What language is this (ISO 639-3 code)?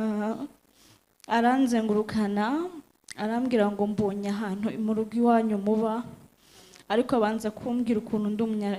kin